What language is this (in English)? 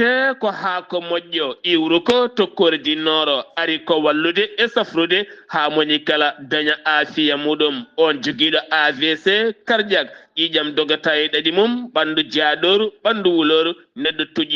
Fula